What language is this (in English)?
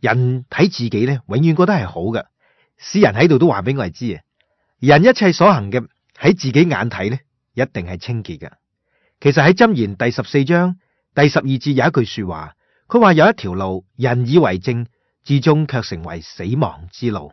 Cantonese